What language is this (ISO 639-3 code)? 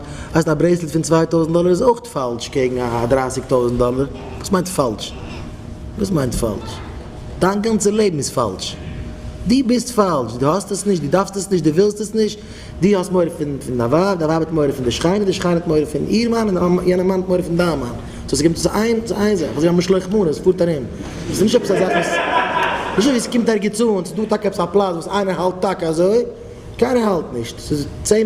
yid